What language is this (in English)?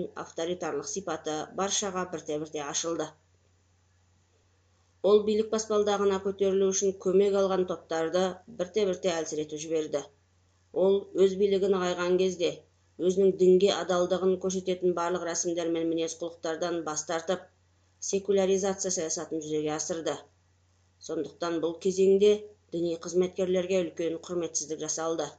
Kazakh